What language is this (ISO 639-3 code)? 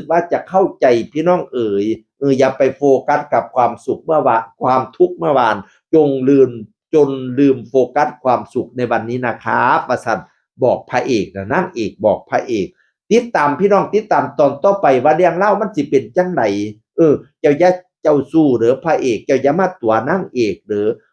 tts